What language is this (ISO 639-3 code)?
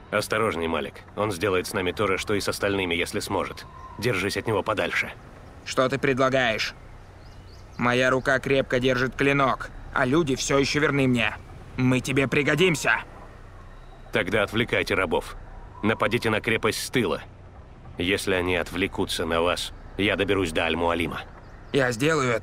rus